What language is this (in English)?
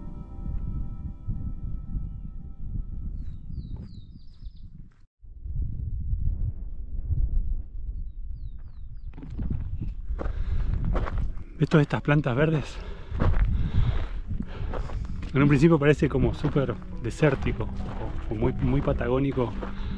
Spanish